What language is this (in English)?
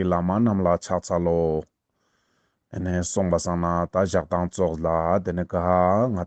Ladakhi